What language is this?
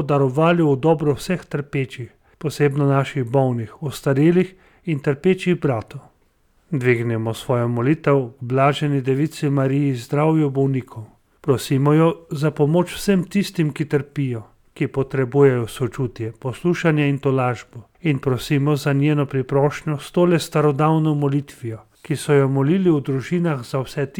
Slovenian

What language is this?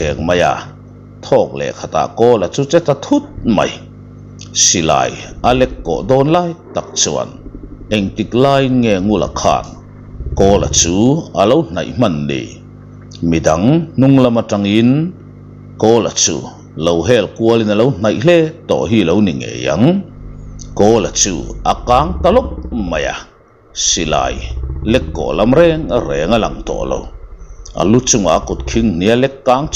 Mizo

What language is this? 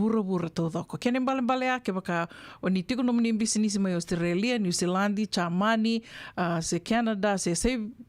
Fijian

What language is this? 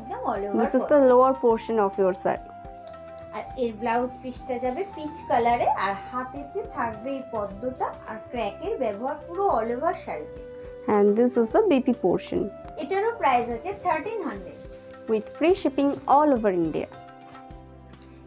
Bangla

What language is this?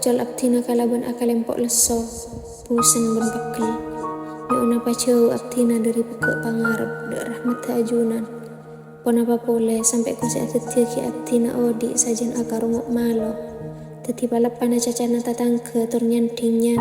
Madurese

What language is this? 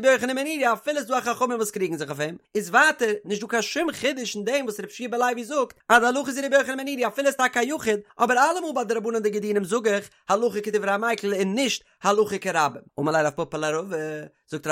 Yiddish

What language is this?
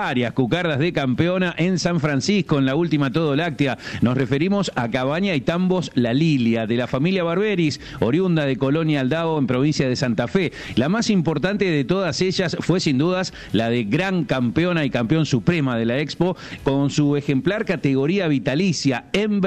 Spanish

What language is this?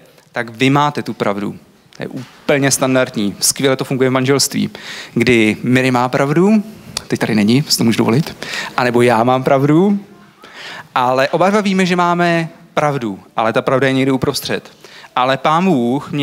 Czech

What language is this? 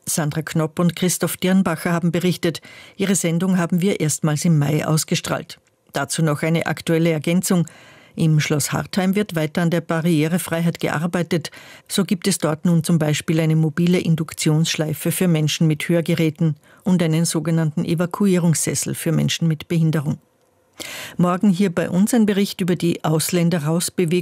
German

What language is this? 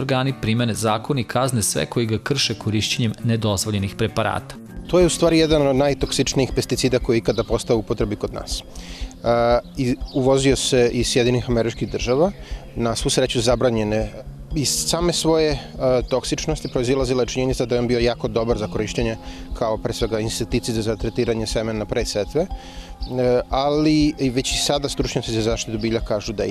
Serbian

